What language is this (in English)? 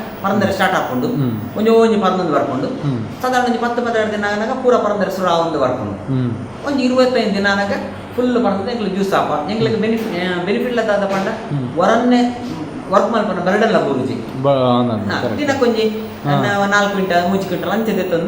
Tulu